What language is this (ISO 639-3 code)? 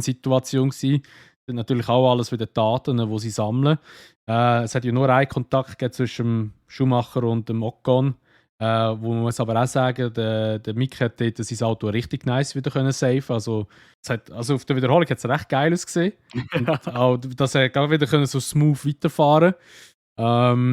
gsw